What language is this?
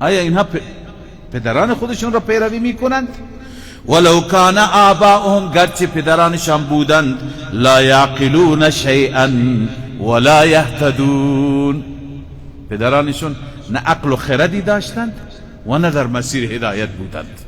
Persian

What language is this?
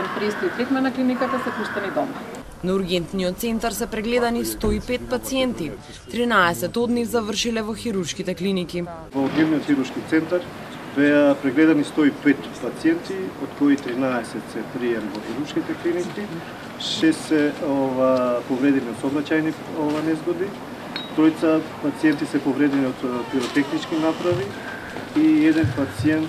Macedonian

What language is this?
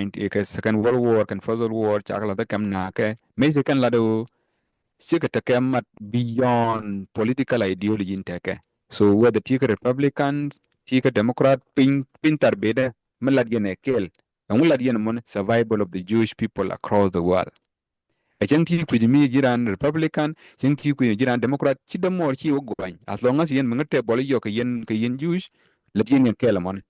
Nuer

